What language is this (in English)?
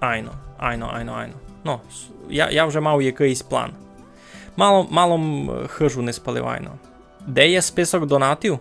Rusyn